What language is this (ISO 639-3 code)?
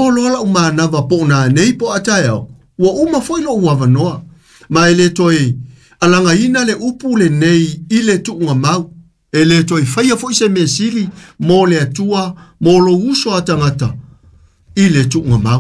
smo